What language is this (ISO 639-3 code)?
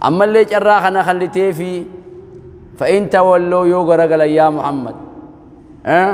orm